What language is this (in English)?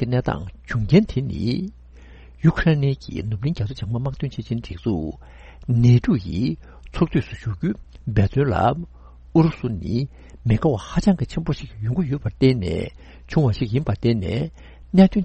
Tibetan